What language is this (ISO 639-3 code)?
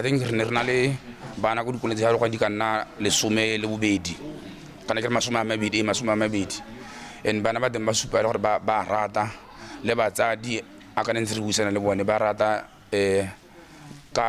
tsn